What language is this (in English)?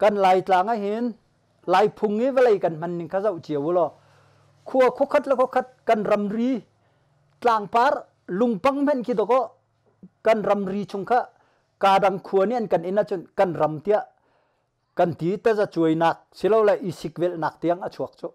Hakha Chin